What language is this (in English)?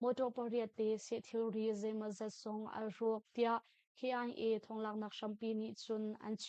Hakha Chin